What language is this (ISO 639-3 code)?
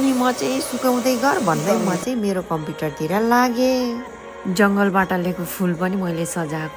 nep